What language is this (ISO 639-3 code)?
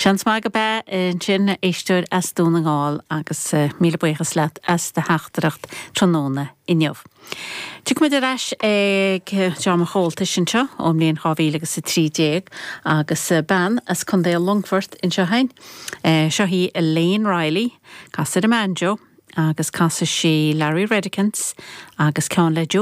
gle